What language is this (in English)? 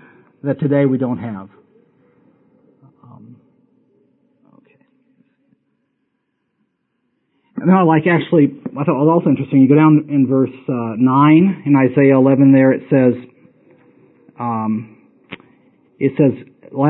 English